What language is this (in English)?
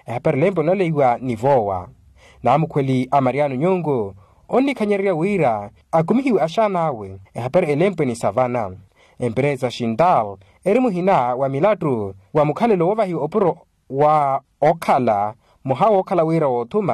Makhuwa